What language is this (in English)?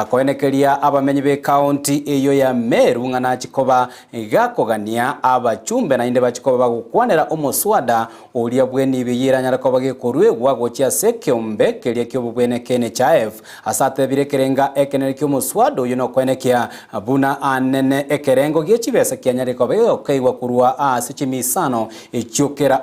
Gusii